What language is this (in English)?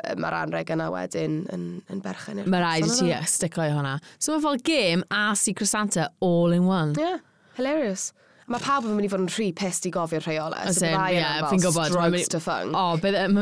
Welsh